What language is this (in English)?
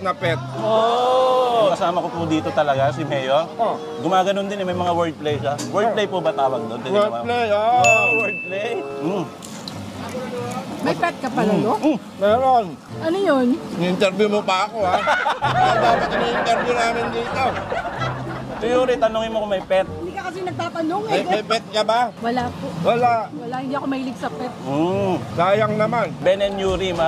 Filipino